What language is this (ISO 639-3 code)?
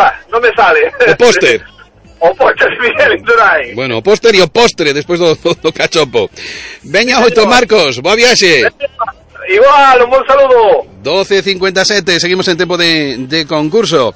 glg